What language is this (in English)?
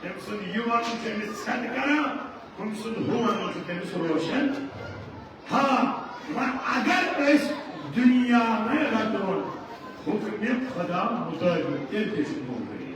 Kashmiri